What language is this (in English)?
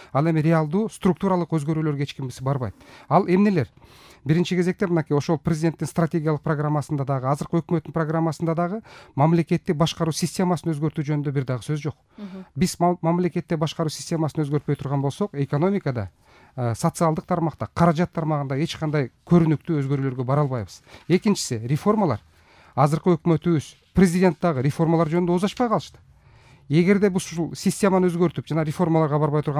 Kyrgyz